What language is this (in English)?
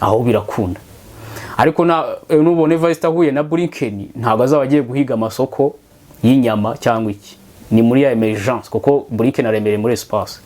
Kinyarwanda